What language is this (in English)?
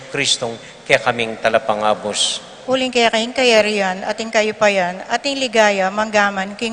Pampanga